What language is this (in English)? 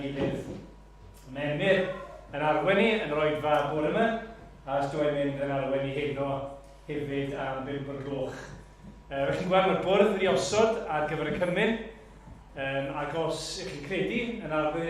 Welsh